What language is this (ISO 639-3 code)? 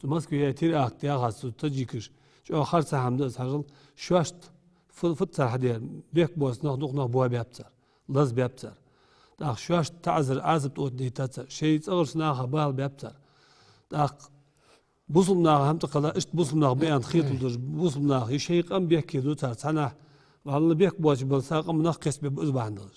inh